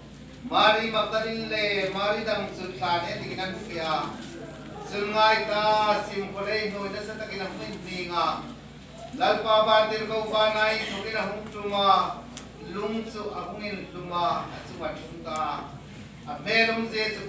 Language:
Hmar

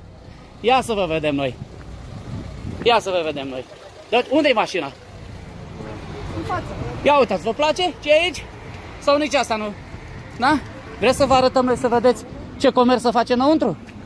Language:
Romanian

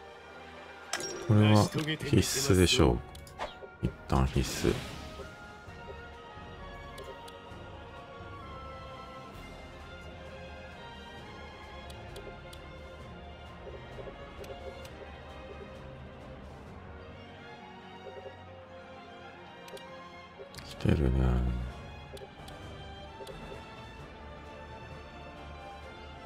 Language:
Japanese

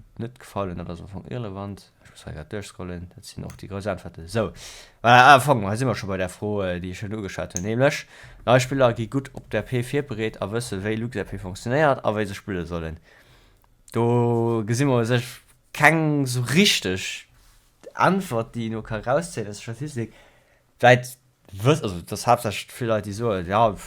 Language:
Luxembourgish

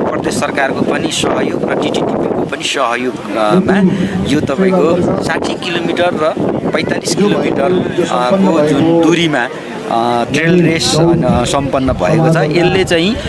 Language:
Nepali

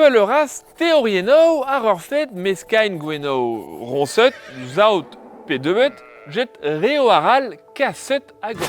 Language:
Breton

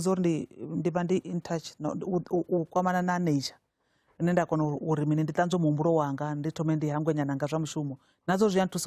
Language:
Venda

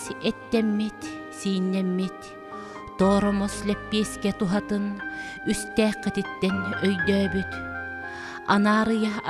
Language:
Yakut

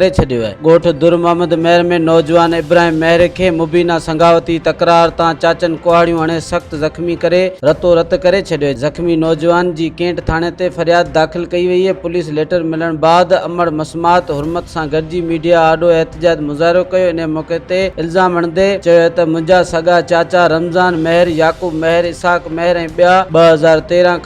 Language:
Sindhi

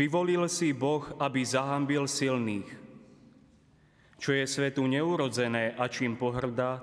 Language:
Slovak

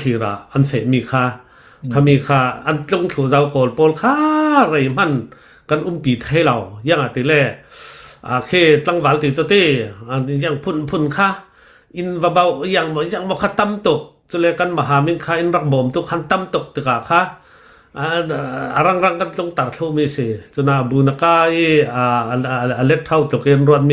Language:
Hakha Chin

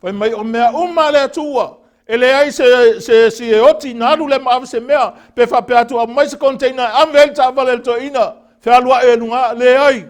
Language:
Samoan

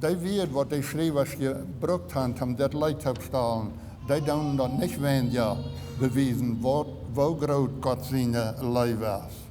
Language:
Plautdietsch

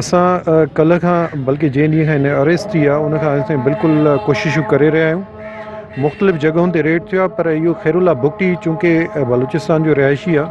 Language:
Sindhi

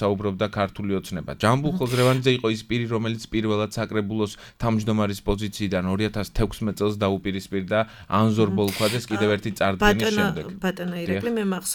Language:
Georgian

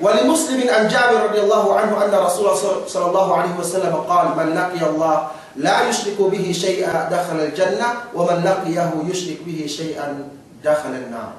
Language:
Yakan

